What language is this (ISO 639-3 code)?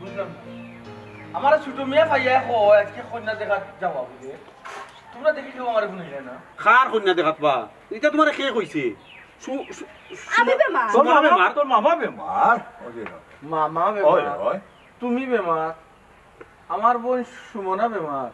syl